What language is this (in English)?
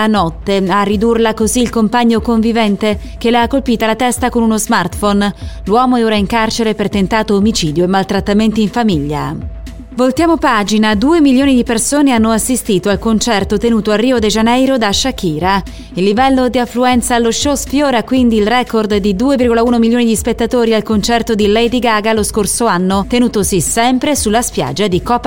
Italian